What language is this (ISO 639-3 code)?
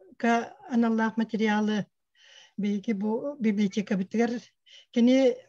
sah